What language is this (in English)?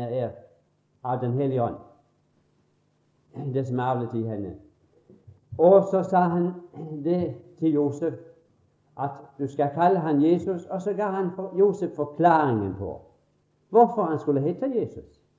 Norwegian